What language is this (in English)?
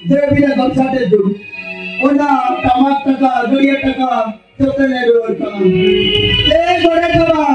Santali